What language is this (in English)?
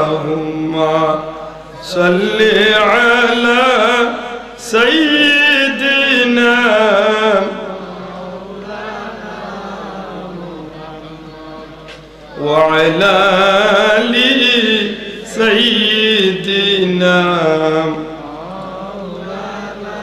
Bangla